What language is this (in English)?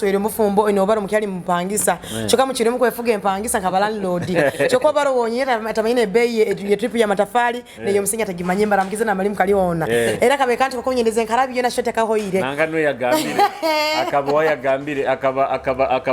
Nyoro